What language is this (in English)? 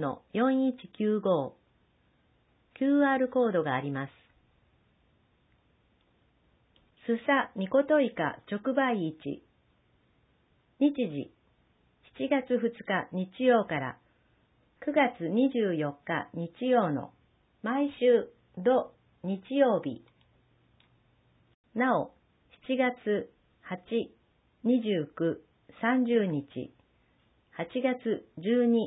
Japanese